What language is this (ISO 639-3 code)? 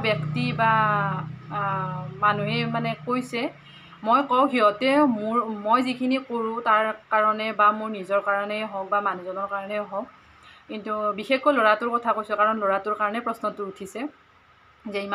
asm